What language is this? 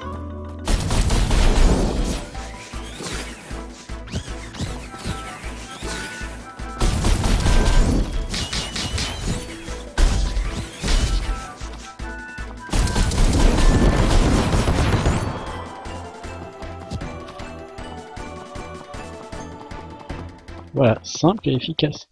French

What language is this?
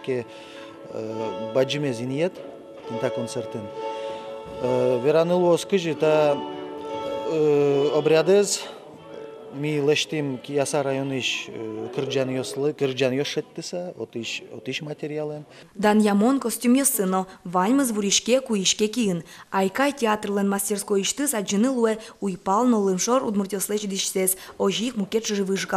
Udmurt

